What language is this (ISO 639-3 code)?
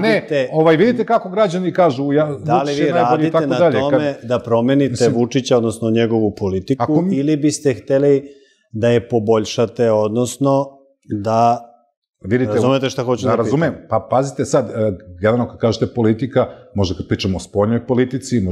srp